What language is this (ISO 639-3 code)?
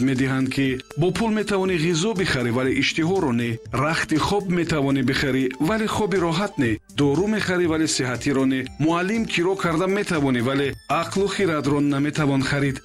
tgk